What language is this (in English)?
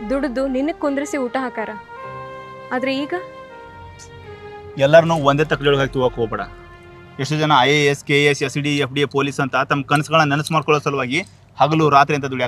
Kannada